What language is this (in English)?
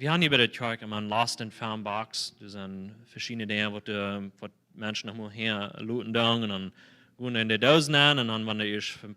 Plautdietsch